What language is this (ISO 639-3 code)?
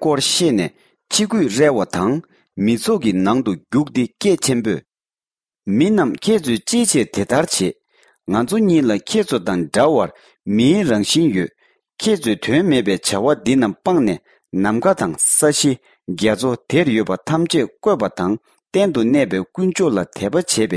bod